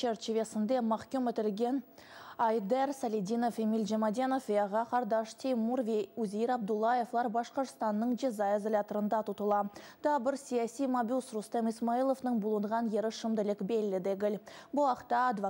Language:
Crimean Tatar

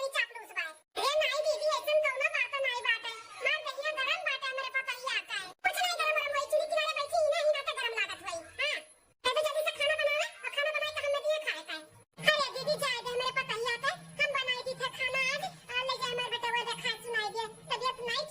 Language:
Awadhi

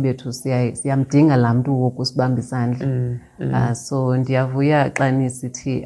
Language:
Xhosa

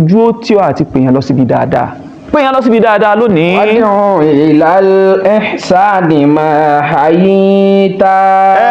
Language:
Yoruba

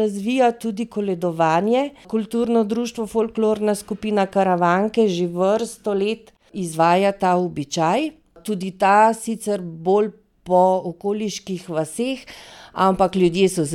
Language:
Slovenian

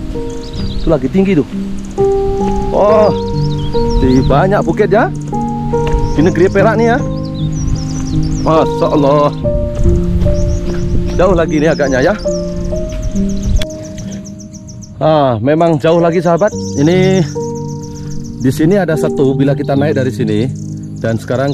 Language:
Malay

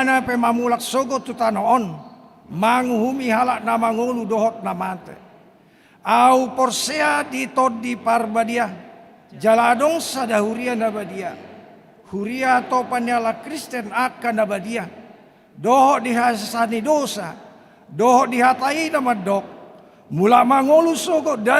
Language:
Batak Toba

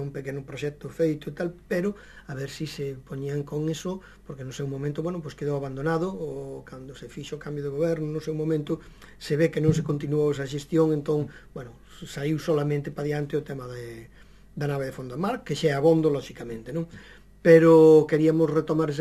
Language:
Galician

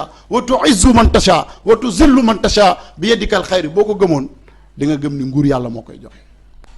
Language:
Wolof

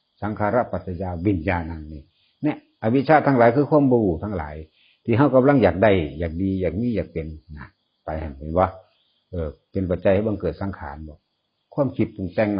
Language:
Northeastern Thai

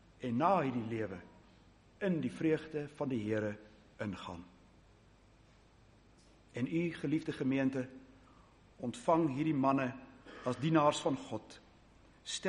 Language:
Afrikaans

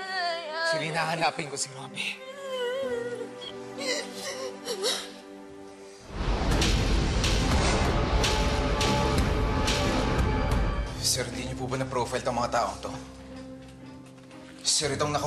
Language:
Filipino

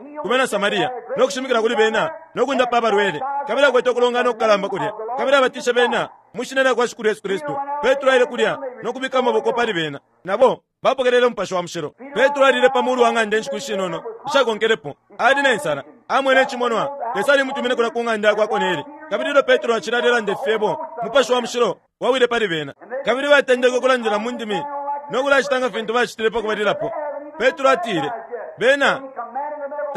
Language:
Bemba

